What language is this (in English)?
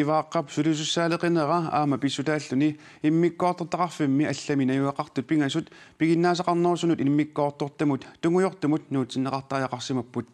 Kalaallisut